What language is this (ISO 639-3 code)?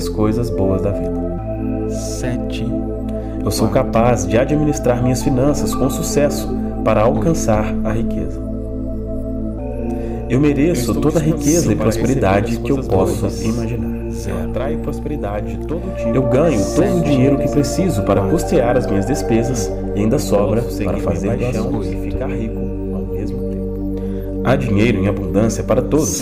por